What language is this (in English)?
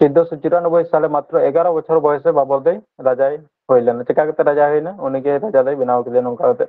Santali